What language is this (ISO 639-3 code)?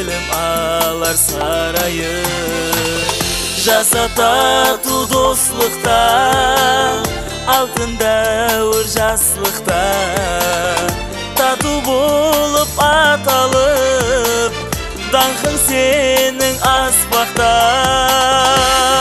kaa